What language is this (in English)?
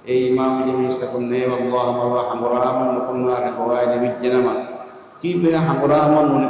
Divehi